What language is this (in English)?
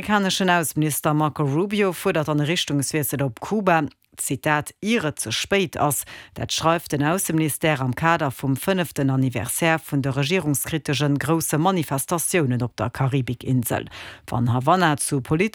Luxembourgish